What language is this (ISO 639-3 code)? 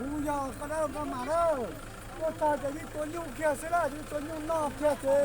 hmn